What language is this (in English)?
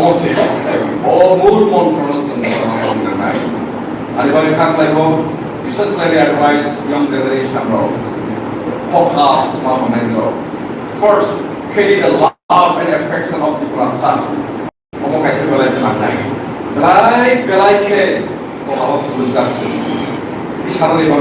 Kok Borok